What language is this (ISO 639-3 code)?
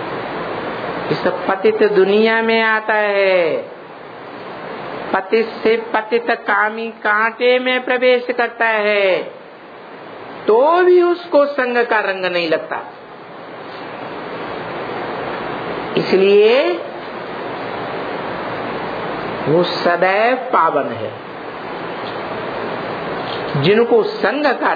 hin